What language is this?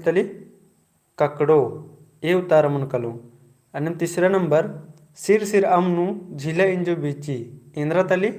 Kurukh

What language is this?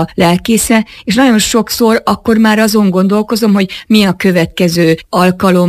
Hungarian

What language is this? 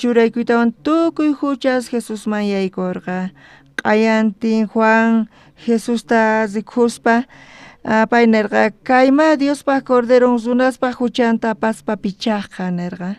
South Bolivian Quechua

